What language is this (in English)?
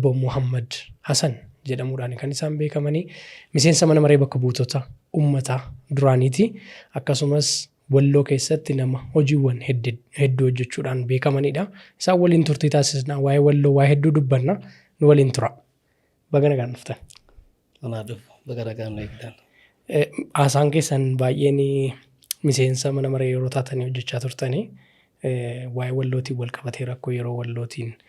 Oromo